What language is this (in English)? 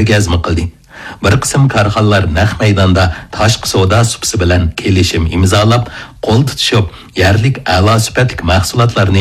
Uyghur